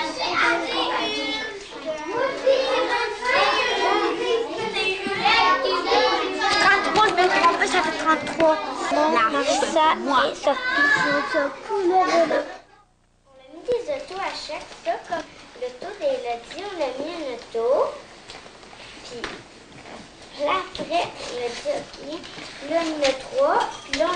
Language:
French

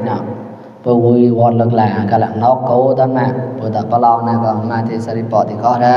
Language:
Mon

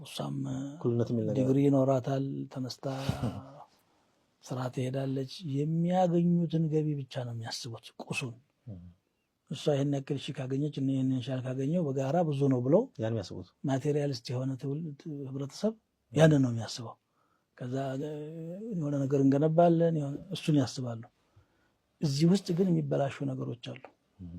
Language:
Amharic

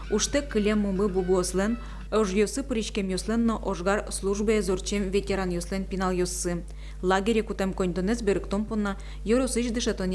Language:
Udmurt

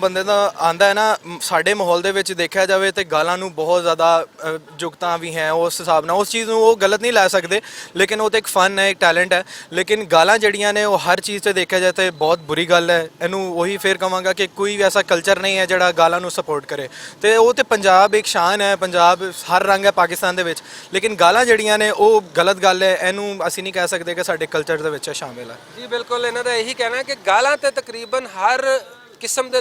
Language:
Western Panjabi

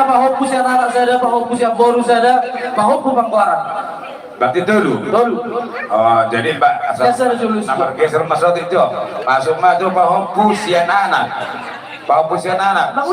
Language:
Batak Toba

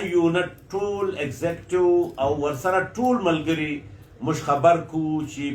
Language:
Pashto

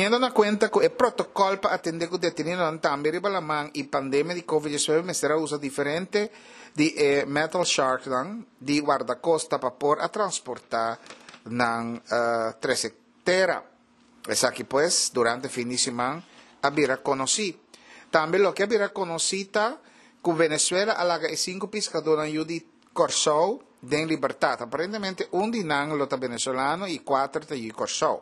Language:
Papiamento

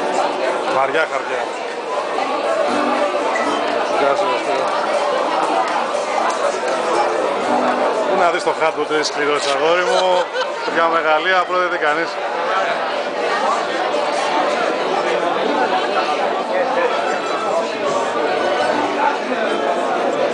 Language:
Greek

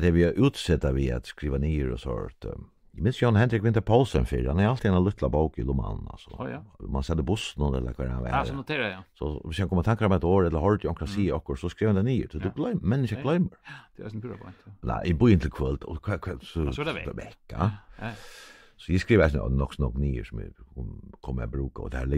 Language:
Faroese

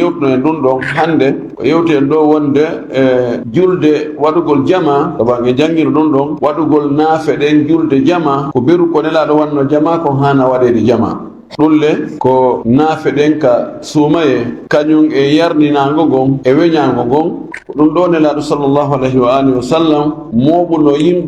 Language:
Fula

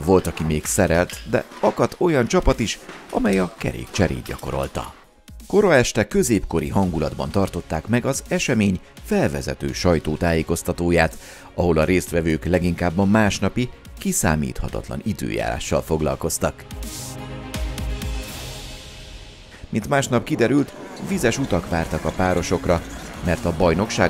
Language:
Hungarian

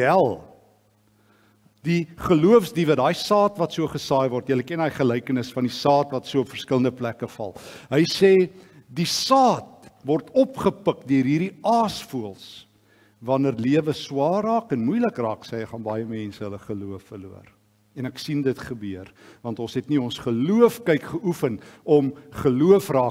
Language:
Afrikaans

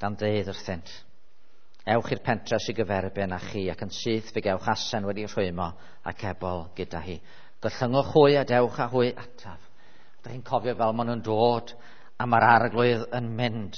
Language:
Welsh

